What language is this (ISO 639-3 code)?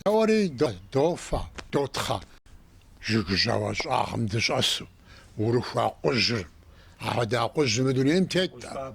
kbd